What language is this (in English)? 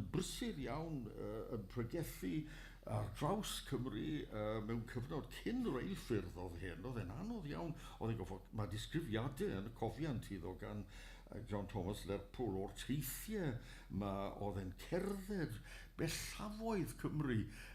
Welsh